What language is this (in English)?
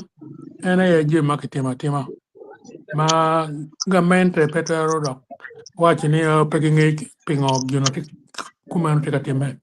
Acoli